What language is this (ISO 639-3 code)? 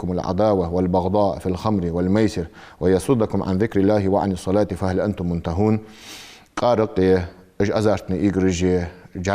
inh